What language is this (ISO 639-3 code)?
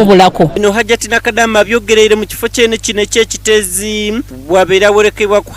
xog